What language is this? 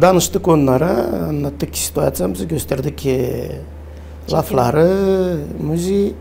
Gagauz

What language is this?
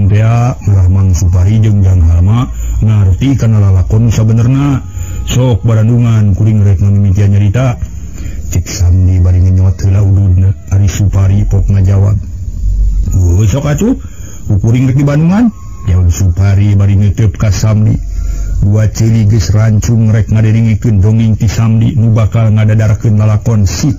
Sundanese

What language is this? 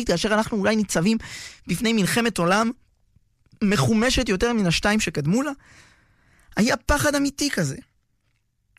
Hebrew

